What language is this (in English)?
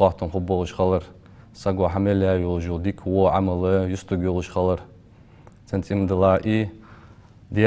Ingush